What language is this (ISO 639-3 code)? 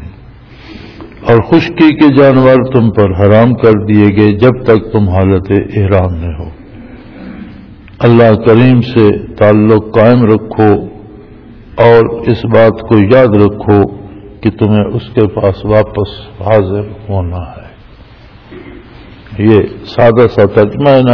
urd